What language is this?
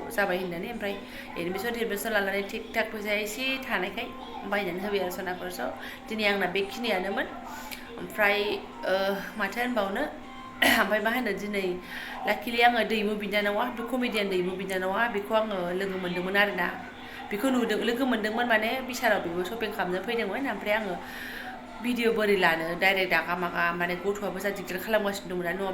Bodo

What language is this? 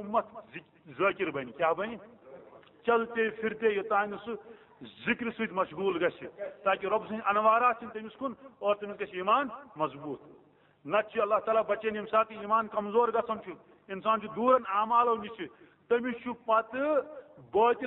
Kashmiri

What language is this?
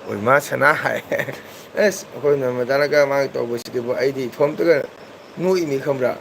Manipuri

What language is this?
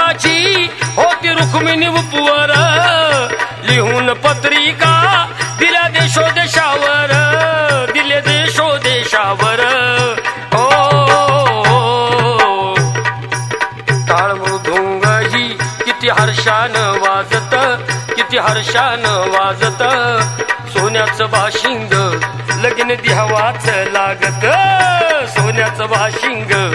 Marathi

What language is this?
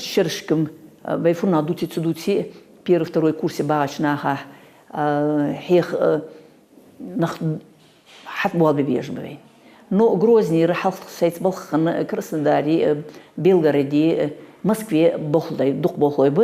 Ingush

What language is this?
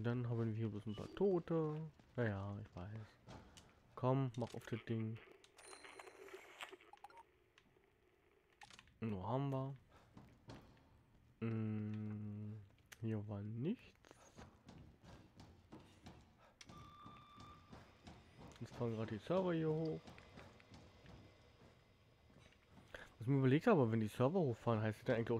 German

